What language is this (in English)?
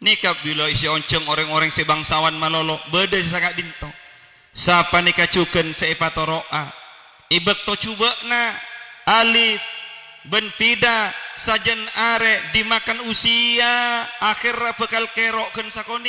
Madurese